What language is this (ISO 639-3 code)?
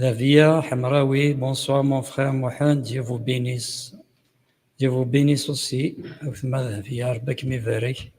kab